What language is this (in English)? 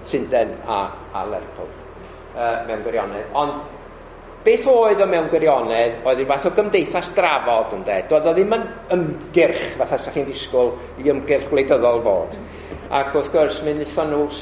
Welsh